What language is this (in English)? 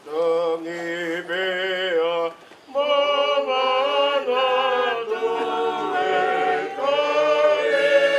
Tongan